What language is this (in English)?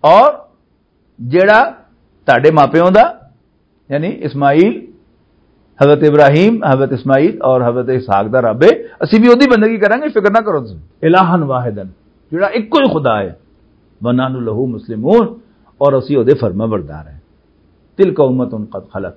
Western Panjabi